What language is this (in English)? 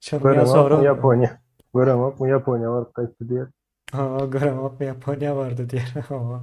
Turkmen